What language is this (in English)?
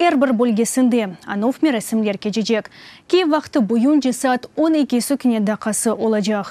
Crimean Tatar